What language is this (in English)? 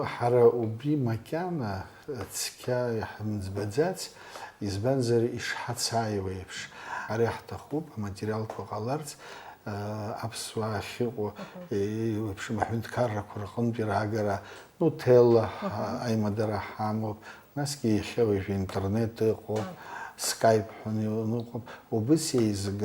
Abkhazian